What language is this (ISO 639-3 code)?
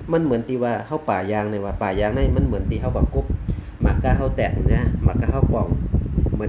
shn